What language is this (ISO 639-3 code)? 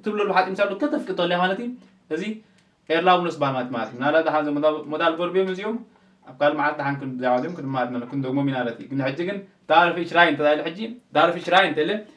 tir